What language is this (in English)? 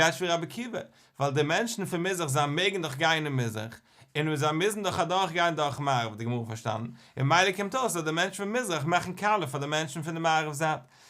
Yiddish